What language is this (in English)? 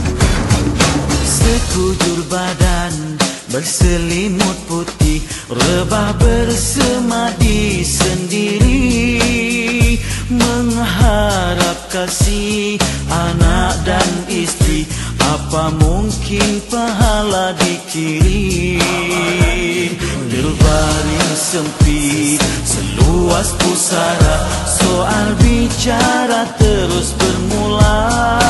Malay